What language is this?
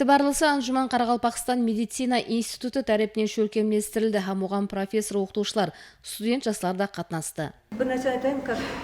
Kara-Kalpak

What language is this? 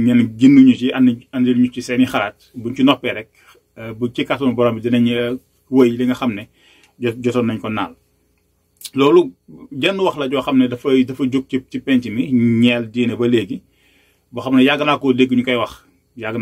Wolof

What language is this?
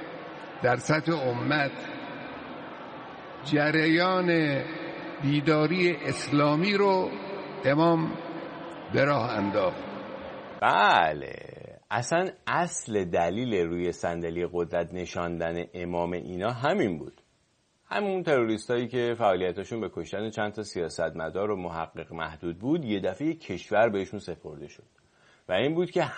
Persian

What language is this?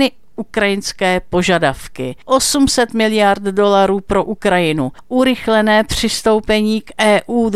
Czech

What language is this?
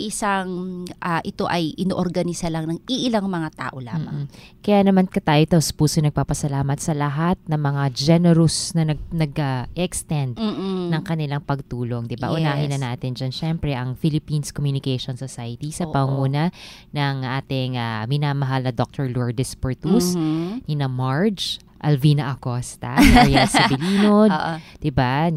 Filipino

